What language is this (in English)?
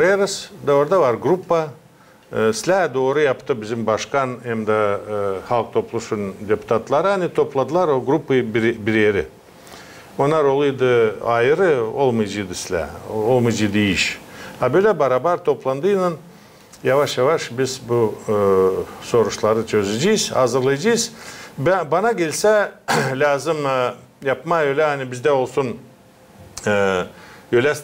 Gagauz